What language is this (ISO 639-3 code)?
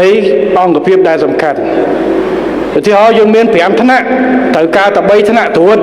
khm